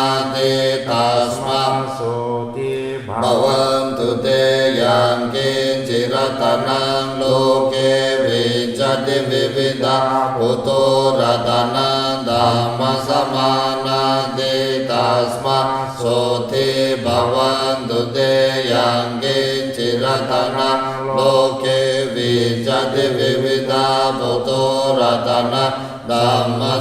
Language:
Pali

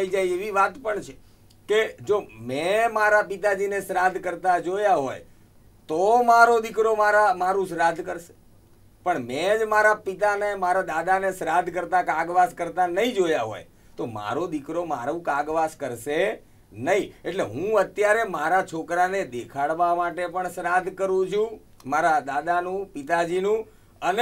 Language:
Gujarati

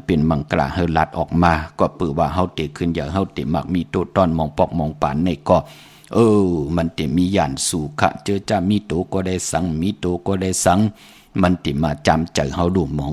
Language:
Shan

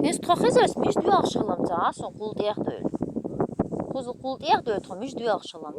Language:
Chechen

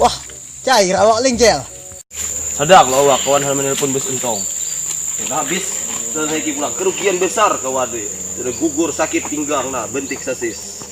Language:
Banjar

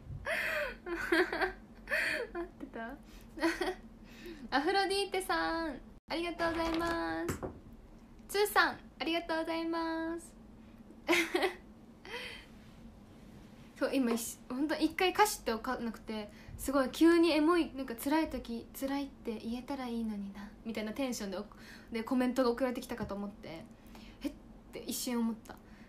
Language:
Japanese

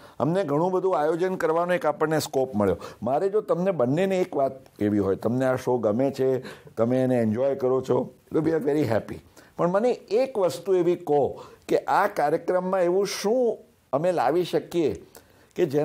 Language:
Gujarati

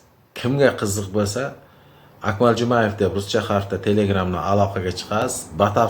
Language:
Uzbek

